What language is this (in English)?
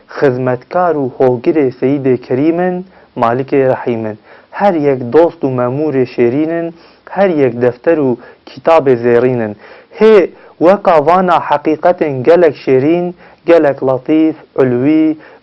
Kurdish